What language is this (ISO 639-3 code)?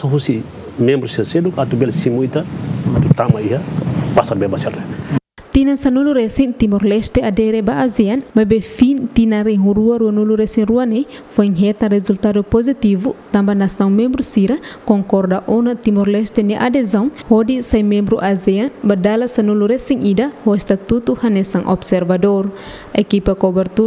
tet